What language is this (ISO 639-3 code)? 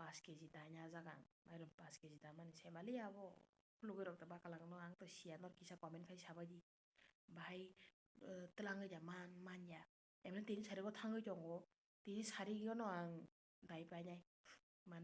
trp